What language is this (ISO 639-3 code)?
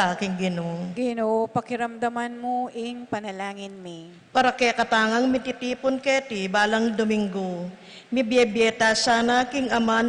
pam